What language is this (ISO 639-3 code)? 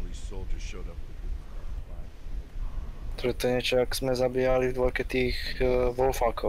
ces